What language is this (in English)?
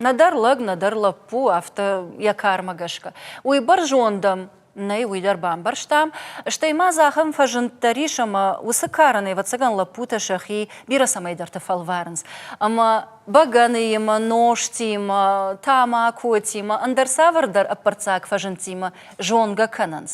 Ossetic